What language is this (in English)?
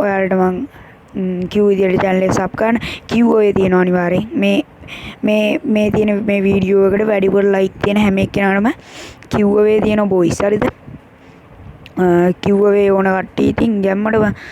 Sinhala